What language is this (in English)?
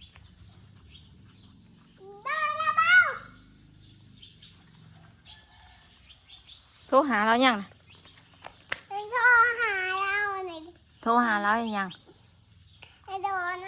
Northeastern Thai